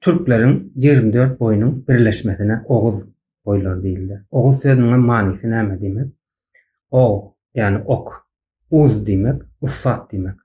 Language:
Turkmen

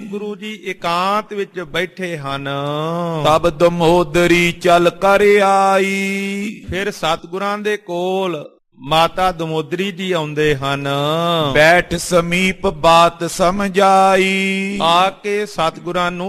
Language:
Punjabi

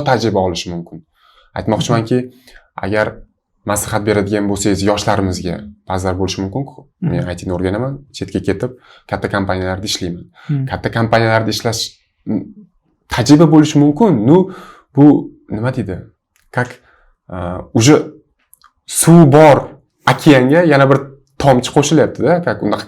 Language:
Uzbek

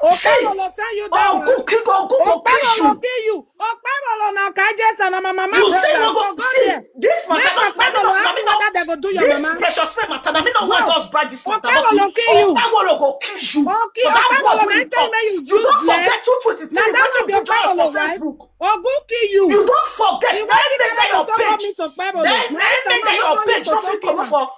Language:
Nigerian Pidgin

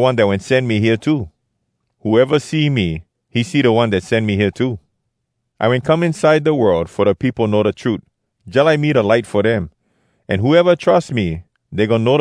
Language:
Hawai'i Creole English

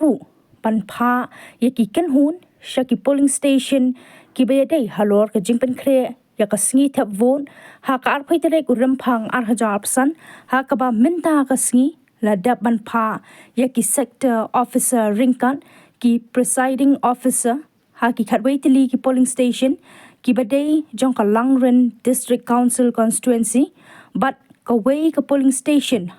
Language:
Khasi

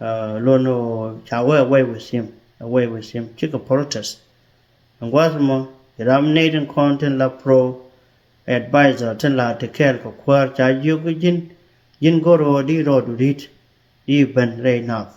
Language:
Nuer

